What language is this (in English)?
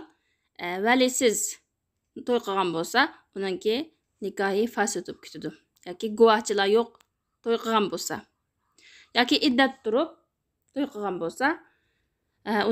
Uyghur